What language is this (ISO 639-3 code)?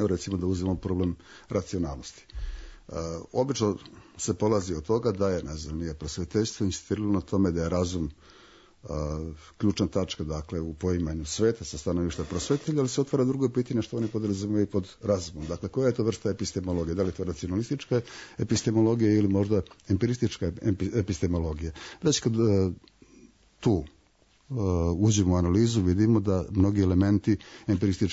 srp